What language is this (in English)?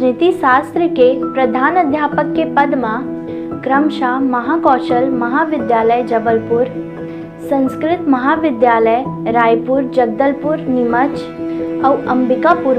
Chhattisgarhi